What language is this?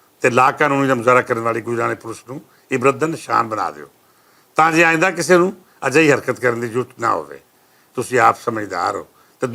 Western Panjabi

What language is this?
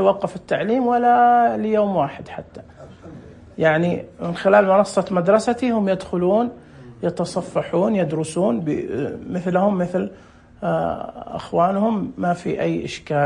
Najdi Arabic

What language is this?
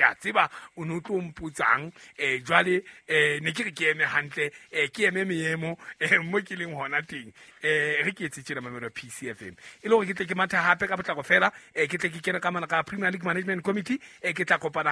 Southern Sotho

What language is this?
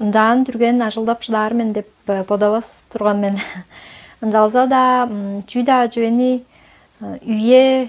Tuvinian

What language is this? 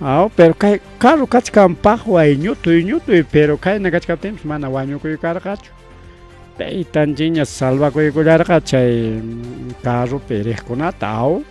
Ayacucho Quechua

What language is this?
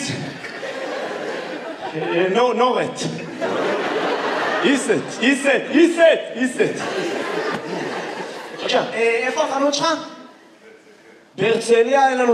Hebrew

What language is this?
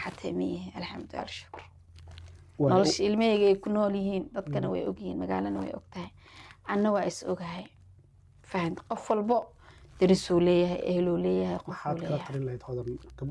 Somali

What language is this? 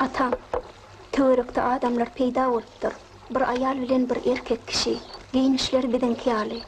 Turkmen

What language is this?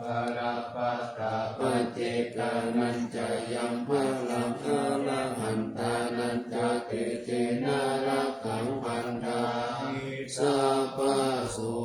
Pali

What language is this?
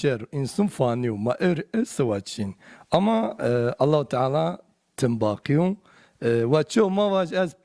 Zaza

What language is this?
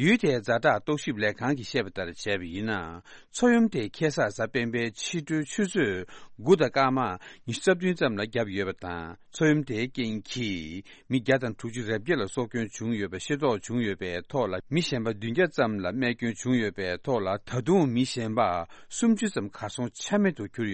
Tibetan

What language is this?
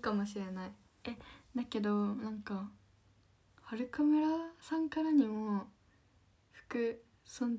Japanese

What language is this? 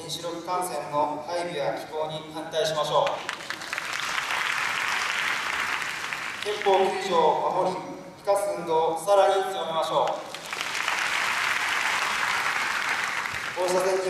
Japanese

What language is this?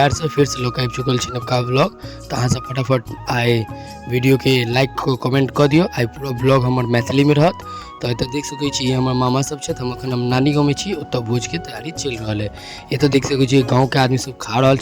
Maithili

